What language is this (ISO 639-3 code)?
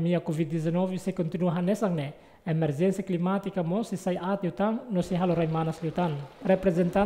tet